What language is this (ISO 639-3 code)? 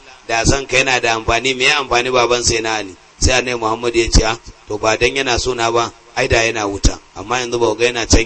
hau